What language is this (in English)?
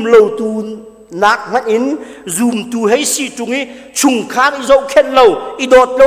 Hakha Chin